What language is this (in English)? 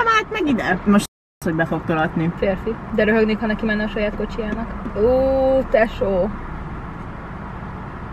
Hungarian